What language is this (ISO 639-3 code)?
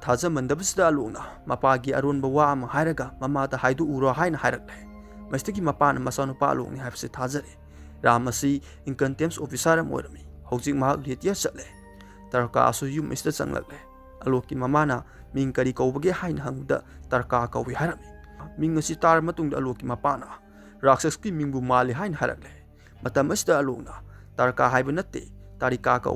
mni